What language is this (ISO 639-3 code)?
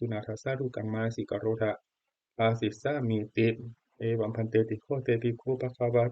pli